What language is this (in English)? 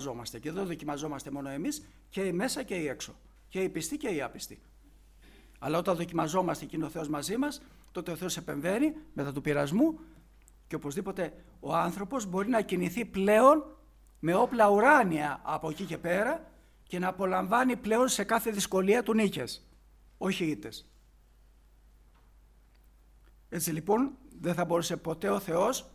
Greek